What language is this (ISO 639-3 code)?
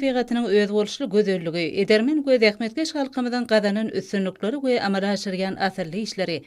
tuk